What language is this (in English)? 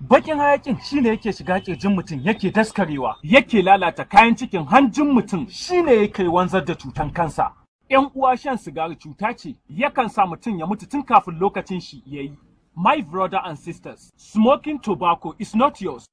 Hausa